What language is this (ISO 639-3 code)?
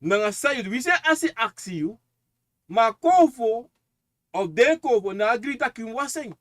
srn